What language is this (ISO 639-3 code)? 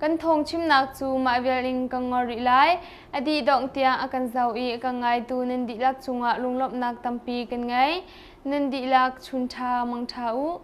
cnh